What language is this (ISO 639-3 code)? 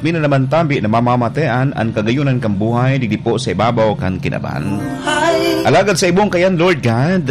bik